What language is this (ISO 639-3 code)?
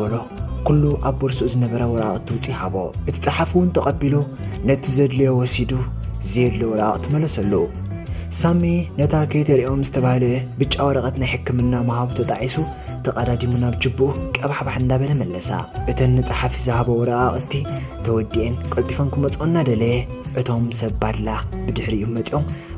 tir